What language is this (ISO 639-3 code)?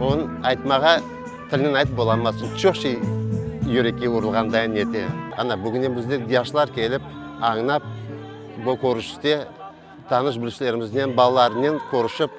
crh